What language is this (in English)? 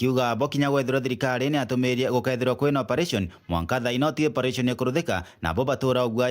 Meru